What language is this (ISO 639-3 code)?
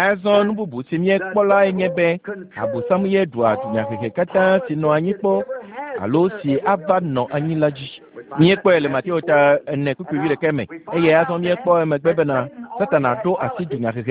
ewe